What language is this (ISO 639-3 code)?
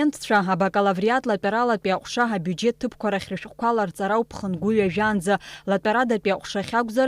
abk